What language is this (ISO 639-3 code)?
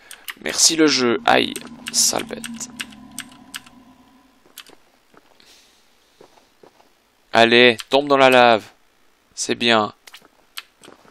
fra